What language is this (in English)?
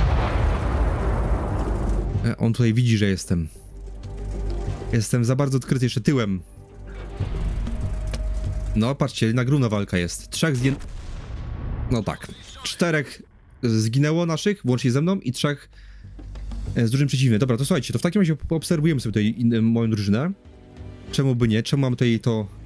Polish